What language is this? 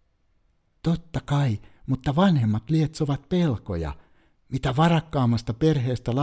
Finnish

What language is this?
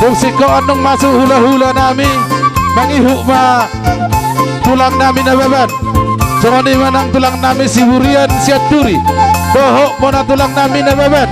Batak Toba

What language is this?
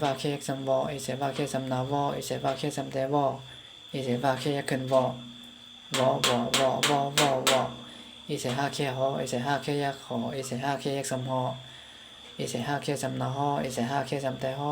Shan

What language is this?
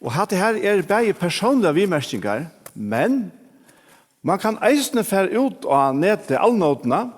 Faroese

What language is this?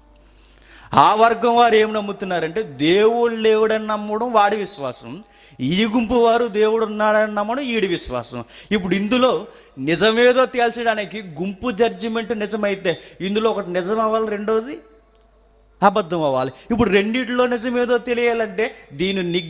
Telugu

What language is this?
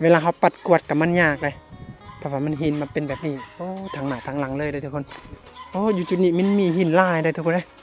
Lao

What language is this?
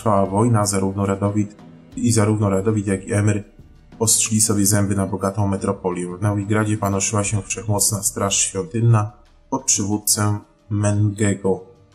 Polish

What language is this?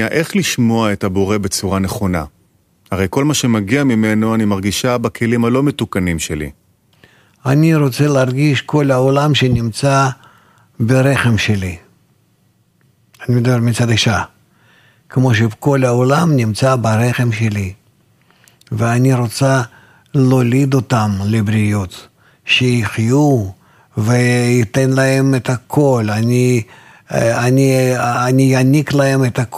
Hebrew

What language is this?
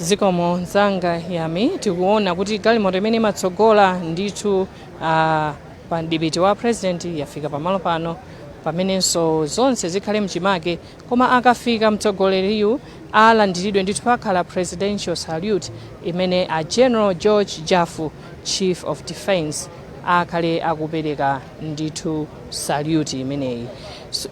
Nyanja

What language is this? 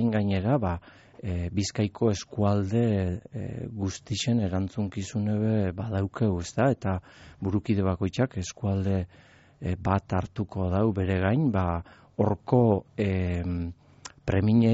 Basque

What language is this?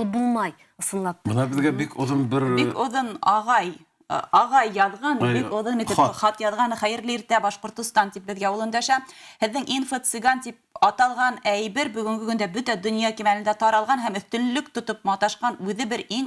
Bashkir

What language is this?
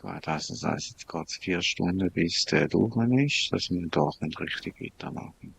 Swiss German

